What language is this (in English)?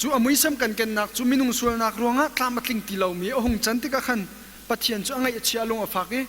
Hakha Chin